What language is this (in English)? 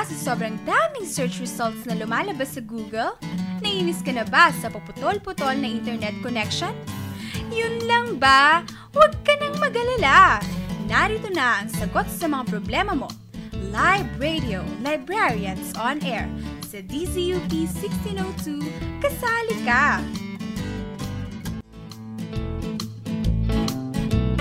Filipino